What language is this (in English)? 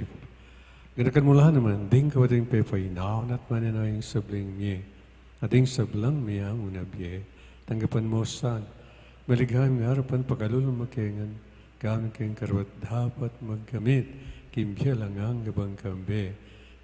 Pampanga